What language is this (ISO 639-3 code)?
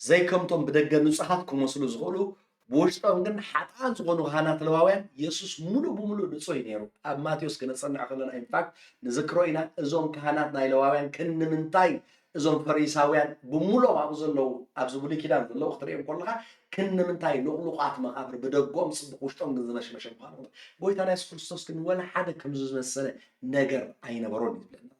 tir